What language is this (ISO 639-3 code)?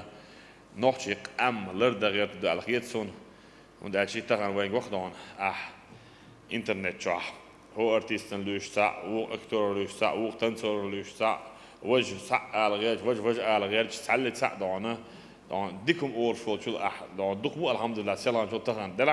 che